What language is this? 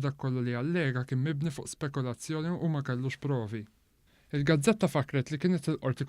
Maltese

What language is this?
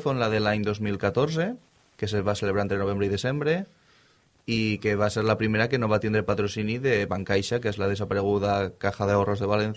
Catalan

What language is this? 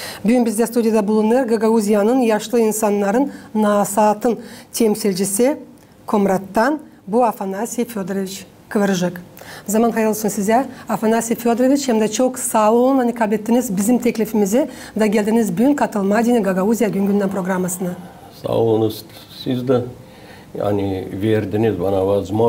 Gagauz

